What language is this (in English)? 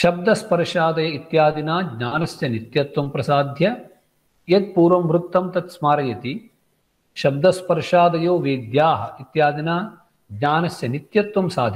Sanskrit